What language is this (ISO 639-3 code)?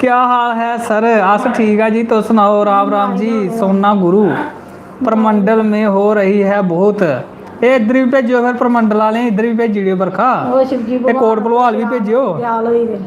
doi